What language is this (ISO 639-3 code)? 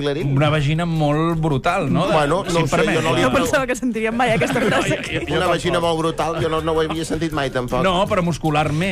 cat